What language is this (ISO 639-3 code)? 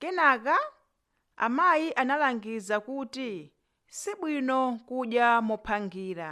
nya